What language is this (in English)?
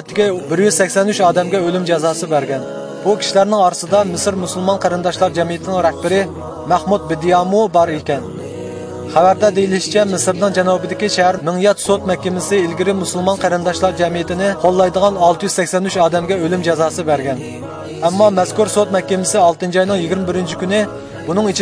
Uyghur